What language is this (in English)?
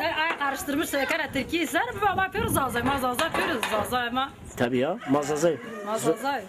Zaza